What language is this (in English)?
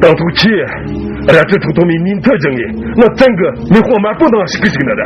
Tibetan